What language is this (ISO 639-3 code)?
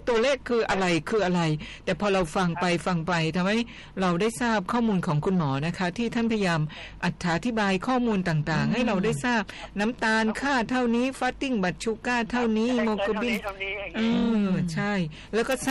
tha